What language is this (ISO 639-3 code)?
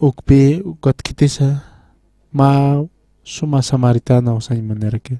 aym